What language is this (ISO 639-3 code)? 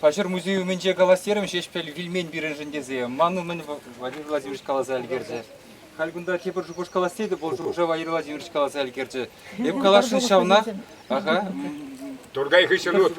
chv